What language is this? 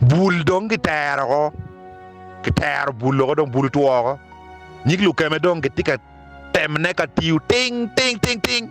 Acoli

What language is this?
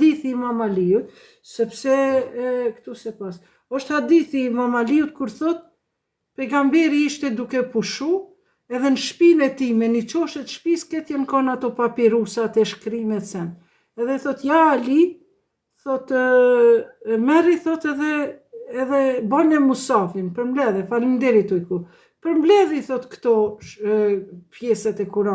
Albanian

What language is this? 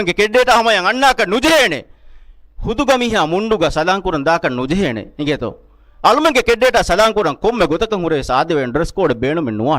Divehi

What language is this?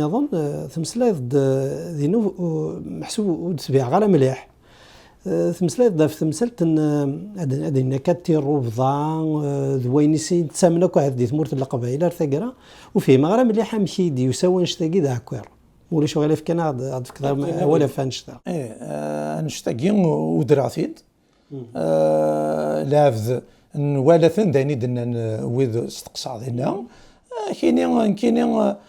Kabyle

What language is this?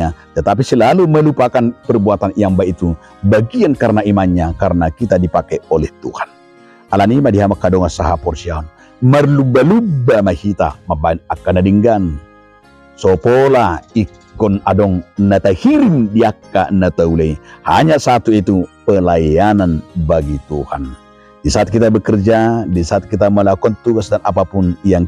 Batak Toba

